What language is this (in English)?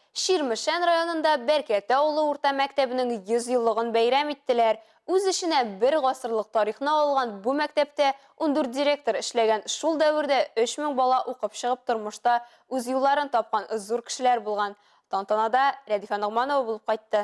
Tatar